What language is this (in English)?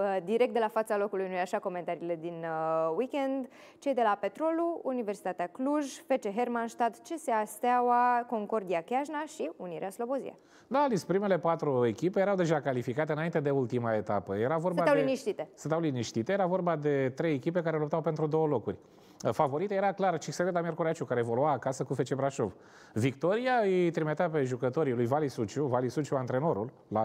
Romanian